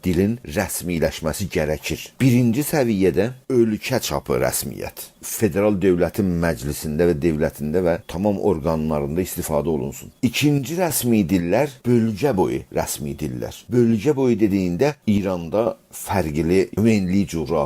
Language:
South Azerbaijani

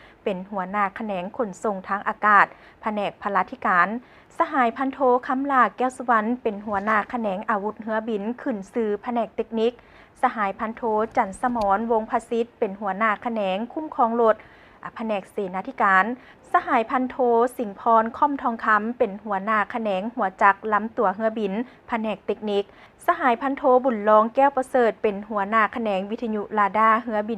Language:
Lao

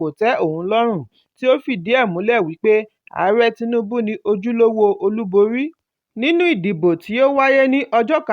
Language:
Yoruba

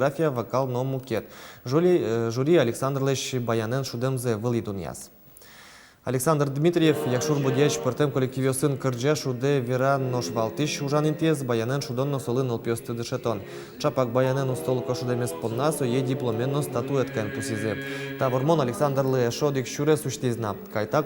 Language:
Udmurt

